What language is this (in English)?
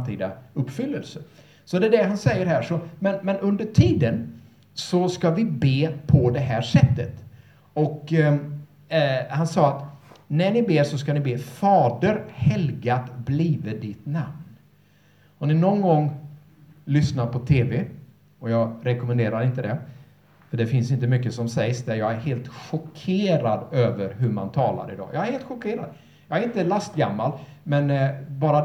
Swedish